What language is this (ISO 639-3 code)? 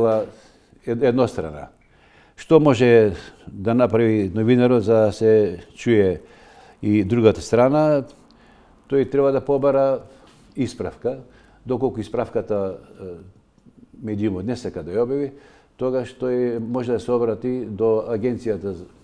mkd